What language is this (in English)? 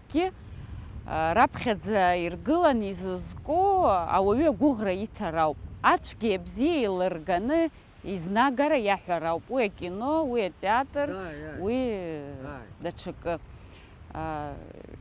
Abkhazian